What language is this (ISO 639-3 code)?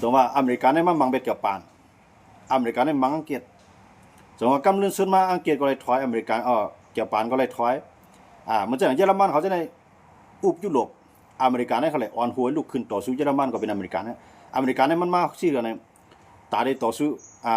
shn